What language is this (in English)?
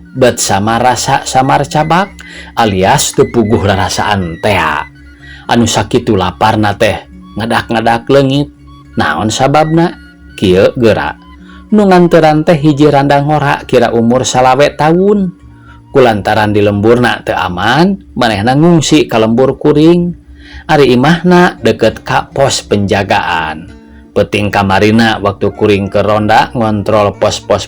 Sundanese